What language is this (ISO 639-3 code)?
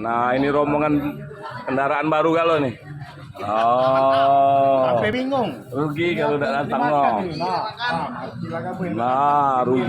mui